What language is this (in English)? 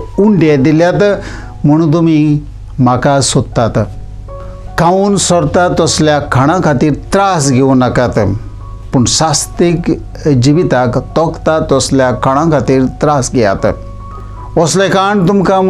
Konkani